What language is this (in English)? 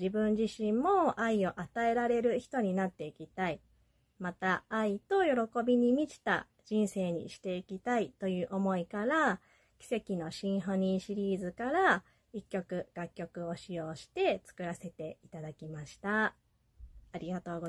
Japanese